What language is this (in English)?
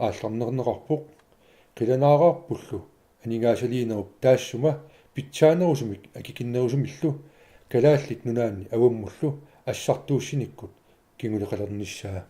Kalaallisut